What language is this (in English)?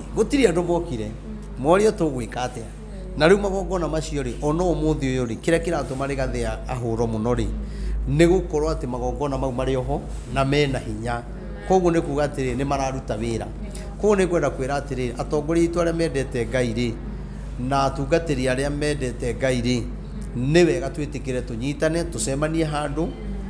Kikuyu